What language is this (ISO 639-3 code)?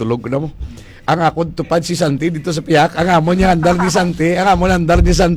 hil